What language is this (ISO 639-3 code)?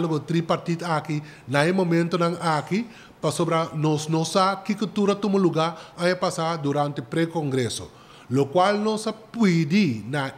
pap